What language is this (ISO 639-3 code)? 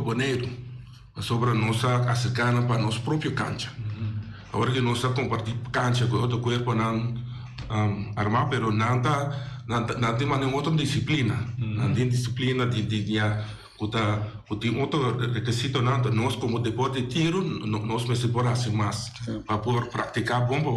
pap